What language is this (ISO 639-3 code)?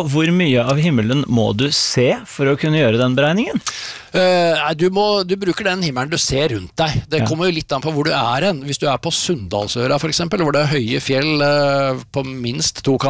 nor